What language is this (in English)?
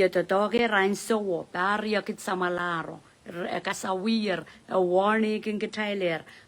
Pohnpeian